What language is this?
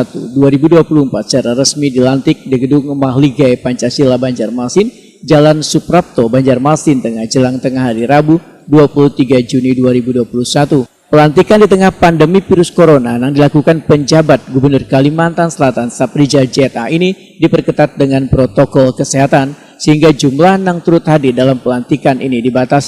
Banjar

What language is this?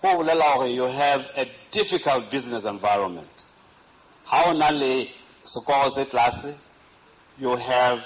Southern Sotho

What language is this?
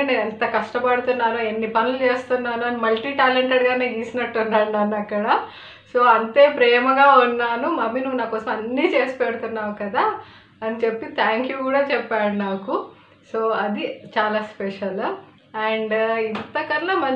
Telugu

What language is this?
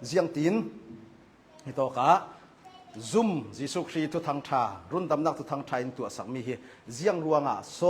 Hakha Chin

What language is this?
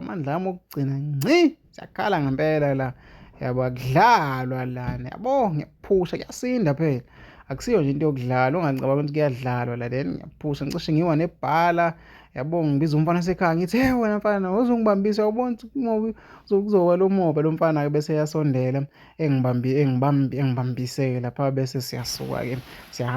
Zulu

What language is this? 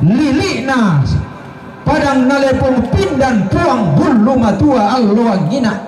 Toraja-Sa'dan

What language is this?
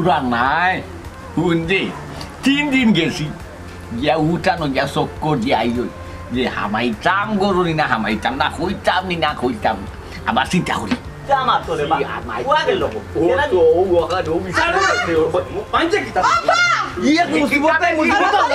Sylheti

